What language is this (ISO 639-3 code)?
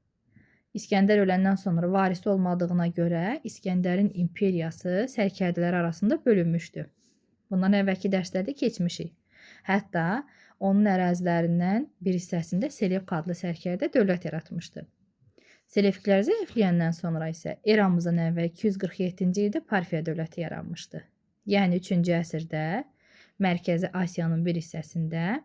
aze